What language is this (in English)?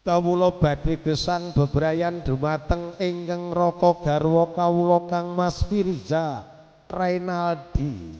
Javanese